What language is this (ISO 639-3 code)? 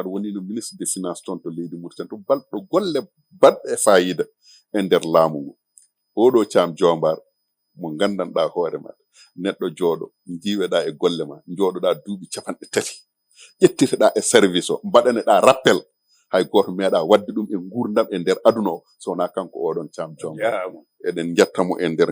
ful